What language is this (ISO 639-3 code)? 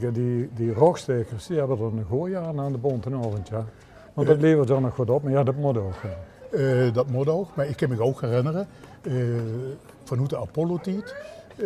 lim